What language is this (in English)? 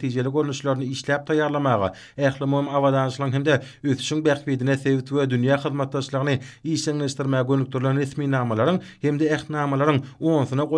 Turkmen